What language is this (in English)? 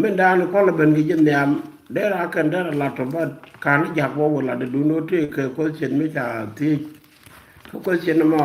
Nuer